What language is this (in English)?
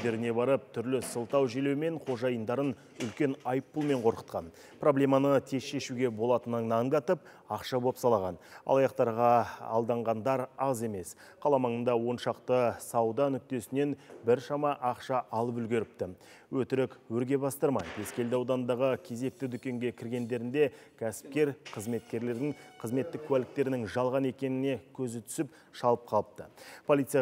Kazakh